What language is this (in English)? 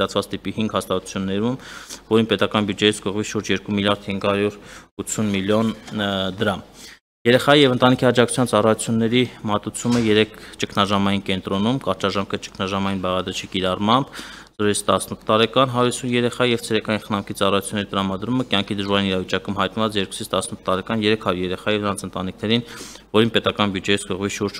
Armenian